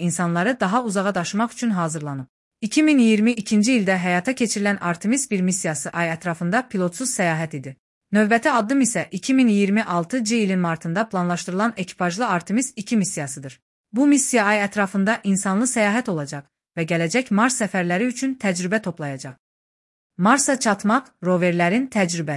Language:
Azerbaijani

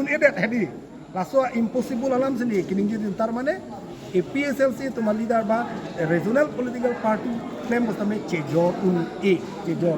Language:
Karbi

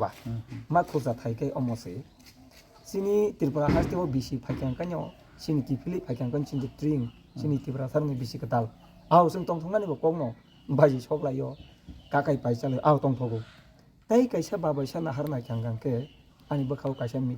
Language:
Kok Borok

